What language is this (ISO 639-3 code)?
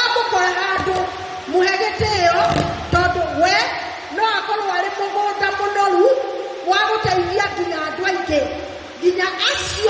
kik